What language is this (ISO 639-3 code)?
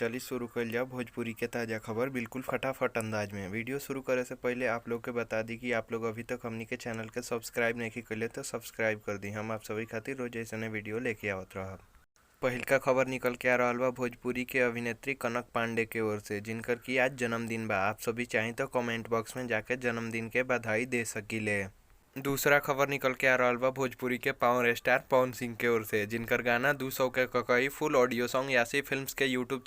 bho